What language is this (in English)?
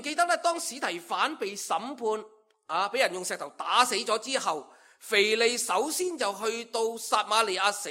Cantonese